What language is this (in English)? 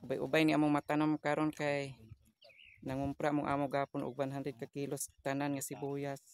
Cebuano